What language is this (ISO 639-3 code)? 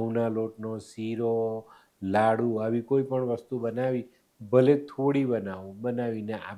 guj